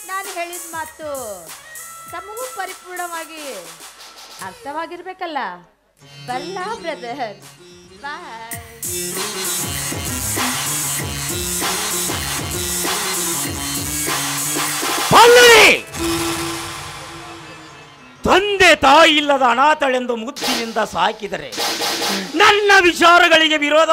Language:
Kannada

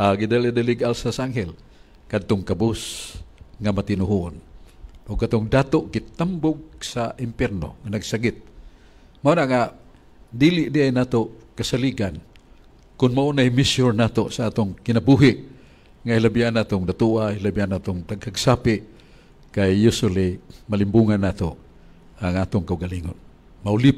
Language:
Cebuano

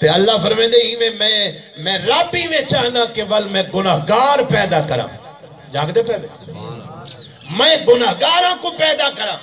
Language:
Saraiki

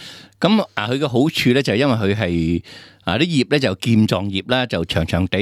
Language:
Cantonese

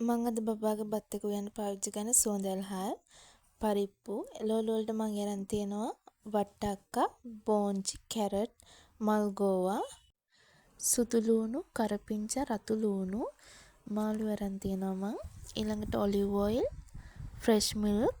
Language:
Sinhala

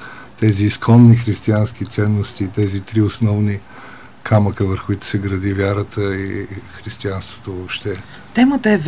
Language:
Bulgarian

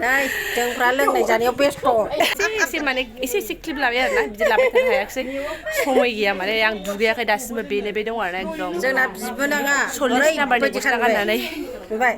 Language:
Bodo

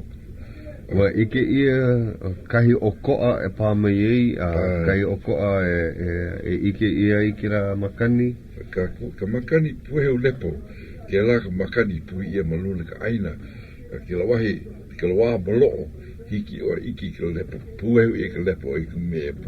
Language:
Hawaiian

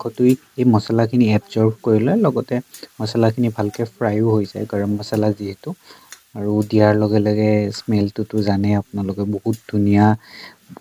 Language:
Assamese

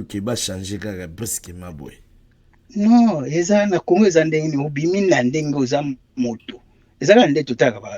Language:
Lingala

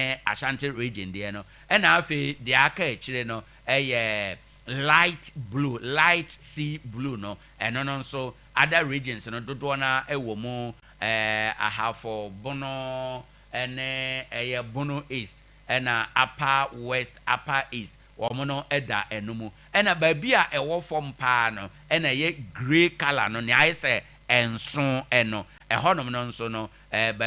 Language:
Akan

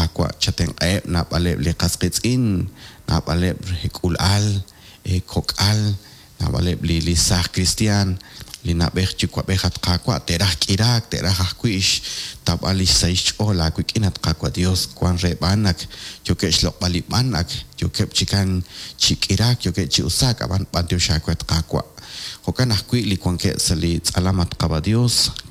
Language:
Kekchí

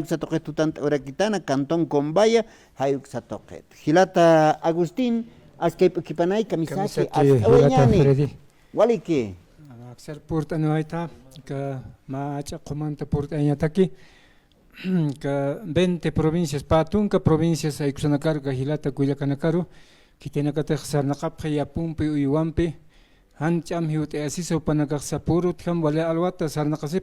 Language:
Aymara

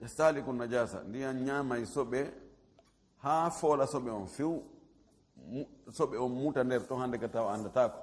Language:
Fula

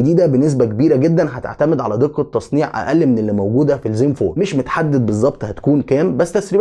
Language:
Egyptian Arabic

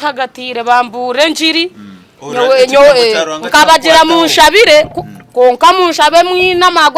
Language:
Nyankole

